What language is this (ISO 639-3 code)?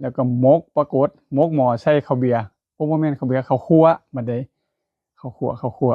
tts